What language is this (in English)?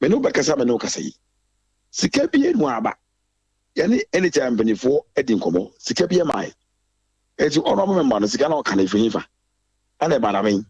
Akan